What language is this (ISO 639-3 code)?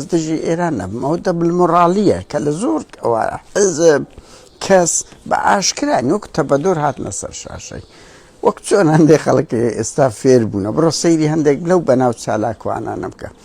ckb